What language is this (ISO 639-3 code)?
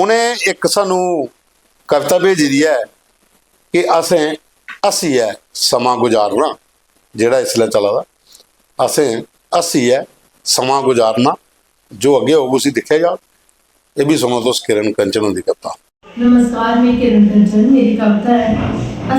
doi